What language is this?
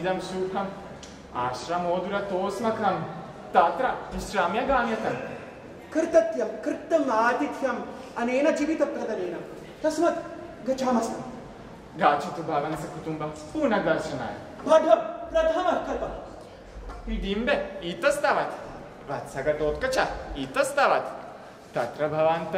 Sanskrit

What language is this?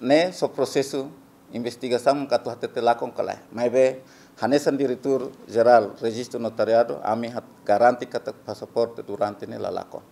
Tetum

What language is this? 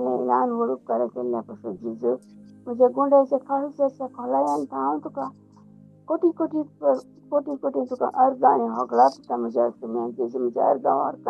Konkani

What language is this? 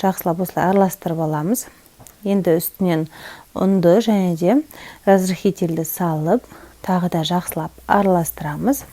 Kazakh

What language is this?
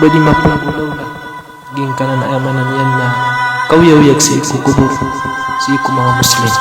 Maranao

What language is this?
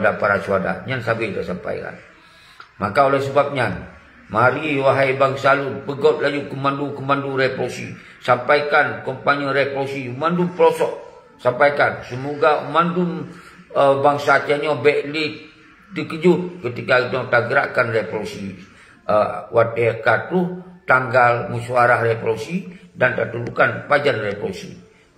Achinese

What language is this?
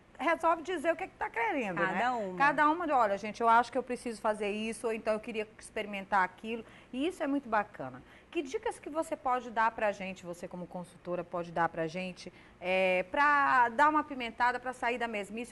Portuguese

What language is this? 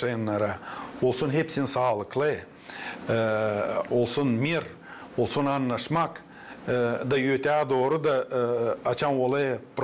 Gagauz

